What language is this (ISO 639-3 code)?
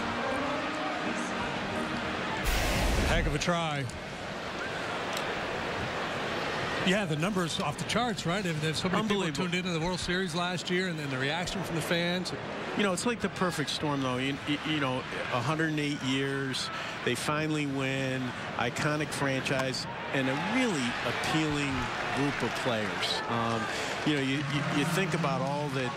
eng